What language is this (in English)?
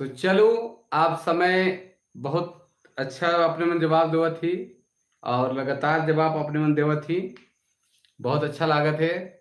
Sadri